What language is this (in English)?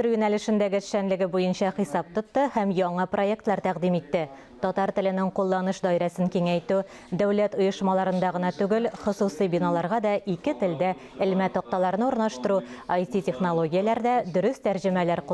Tatar